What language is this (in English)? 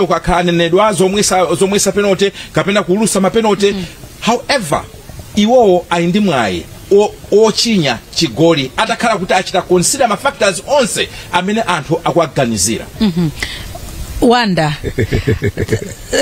Nyanja